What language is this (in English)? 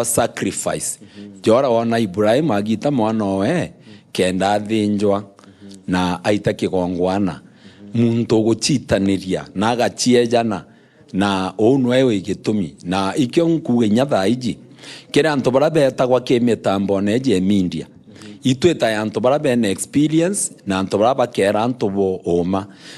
Meru